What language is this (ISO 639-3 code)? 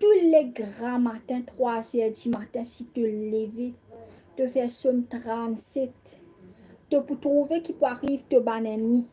mfe